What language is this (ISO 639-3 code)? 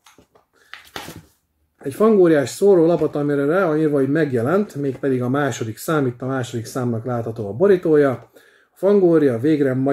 hun